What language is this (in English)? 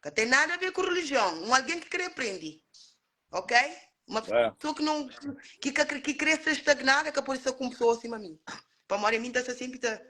Kabuverdianu